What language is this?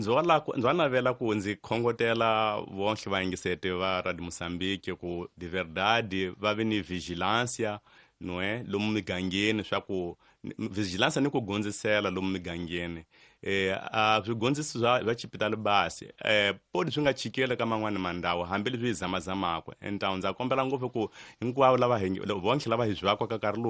Tsonga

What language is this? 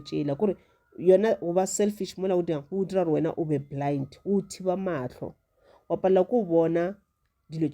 Northern Sotho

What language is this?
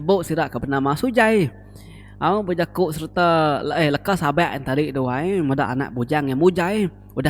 Iban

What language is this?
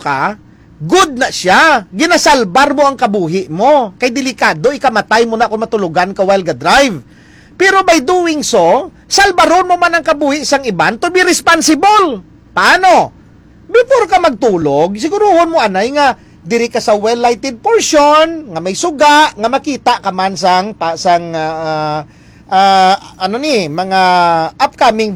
Hiligaynon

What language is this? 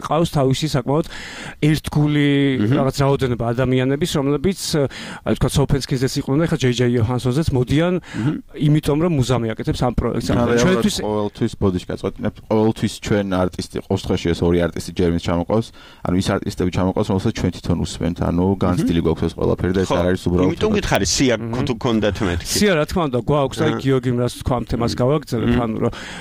Georgian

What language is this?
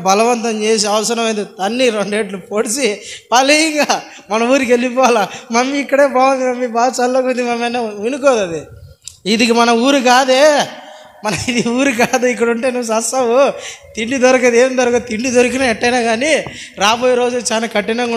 Telugu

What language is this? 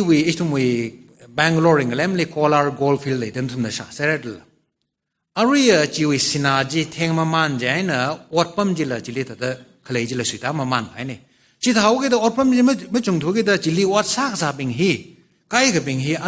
Tangkhul Naga (India)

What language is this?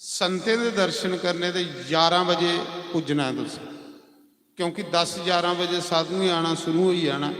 Dogri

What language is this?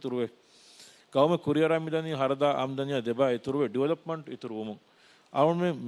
Divehi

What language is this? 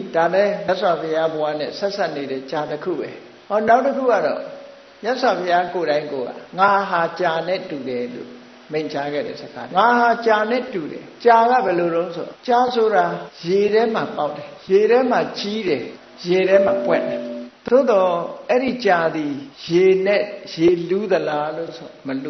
Burmese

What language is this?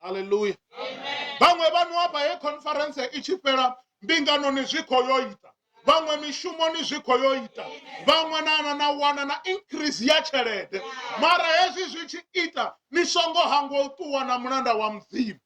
Venda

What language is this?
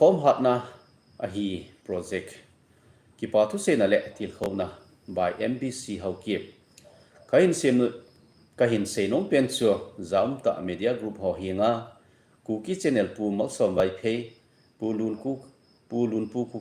Thado Chin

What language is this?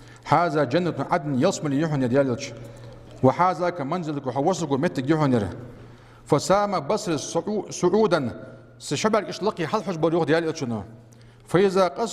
Ingush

